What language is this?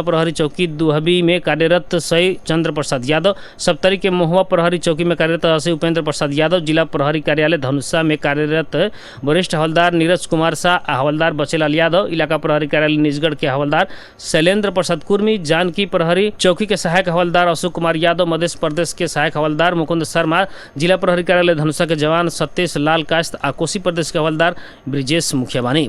Bhojpuri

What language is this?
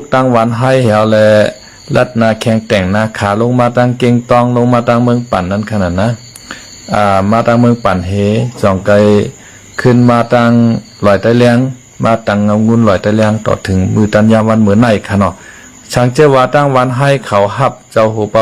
Shan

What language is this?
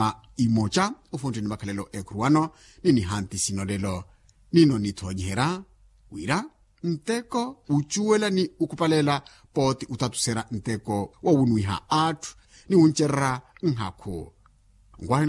Makhuwa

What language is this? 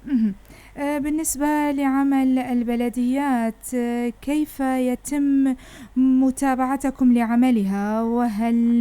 North Levantine Arabic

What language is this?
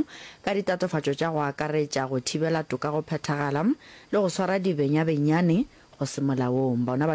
Northern Sotho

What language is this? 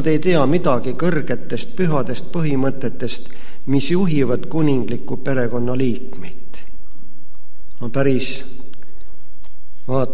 Estonian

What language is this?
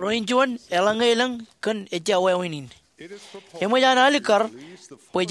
Marshallese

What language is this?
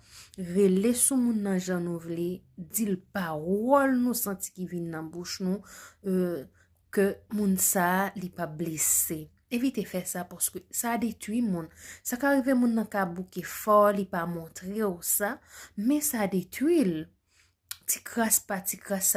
Haitian Creole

